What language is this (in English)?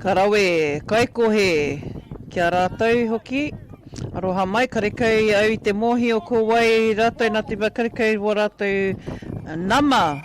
Māori